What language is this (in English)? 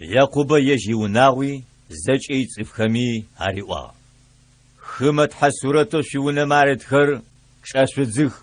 Adyghe